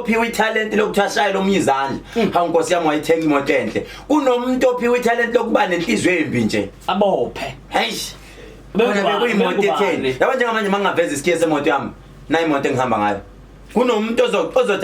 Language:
Zulu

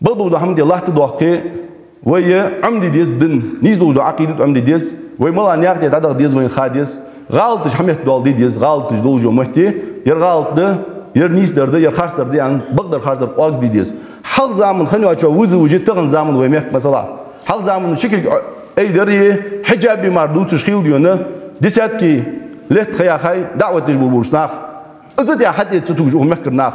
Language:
Ingush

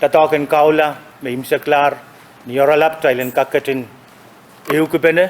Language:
Pohnpeian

